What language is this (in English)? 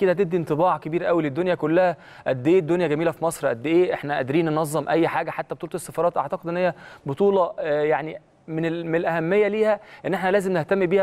Egyptian Arabic